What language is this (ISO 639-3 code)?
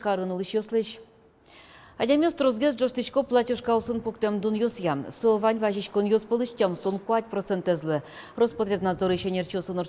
udm